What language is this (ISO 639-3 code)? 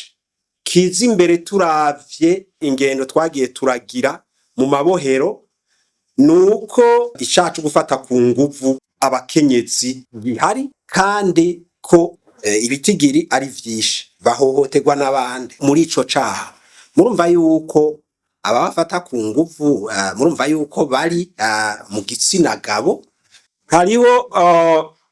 run